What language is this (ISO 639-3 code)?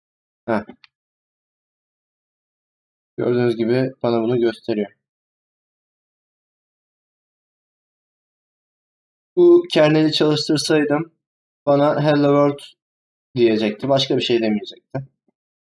tur